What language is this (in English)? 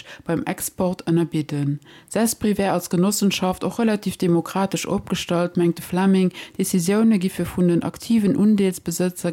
Luxembourgish